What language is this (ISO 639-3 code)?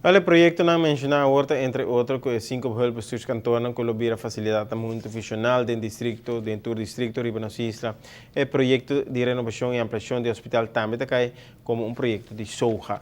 pap